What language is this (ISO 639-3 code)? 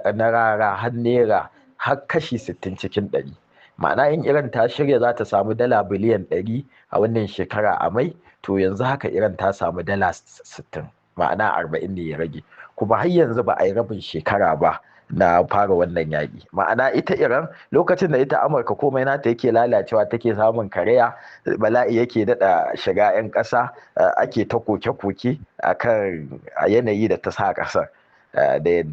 hau